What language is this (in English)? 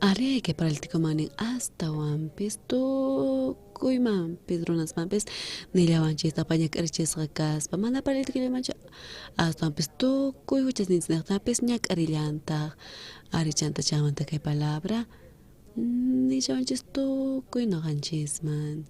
South Bolivian Quechua